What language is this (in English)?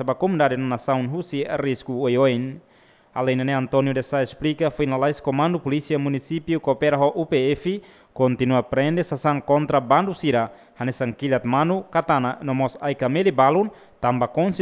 Tetum